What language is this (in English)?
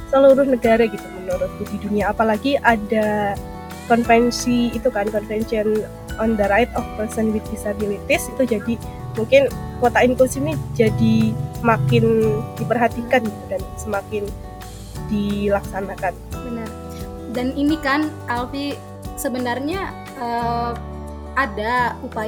Indonesian